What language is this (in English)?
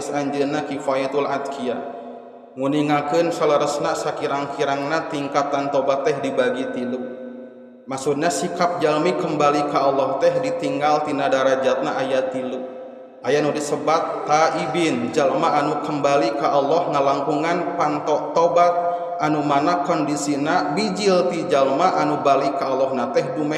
Sundanese